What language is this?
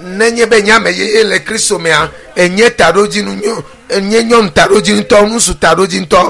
Ewe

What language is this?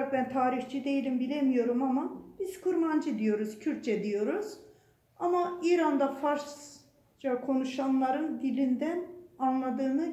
Turkish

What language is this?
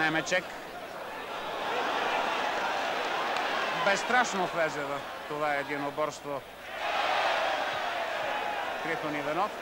Bulgarian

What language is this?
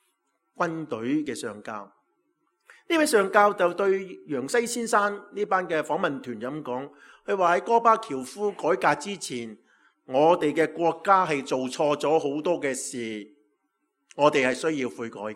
Cantonese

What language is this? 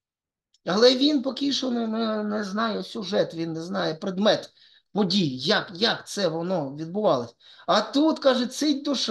Ukrainian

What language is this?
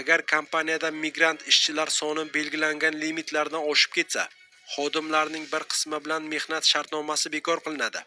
Uzbek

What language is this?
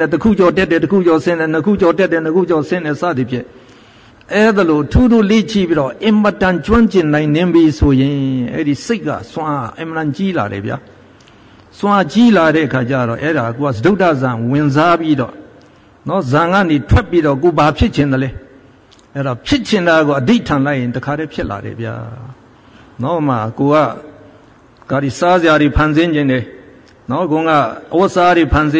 Burmese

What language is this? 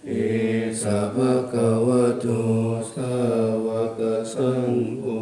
Pali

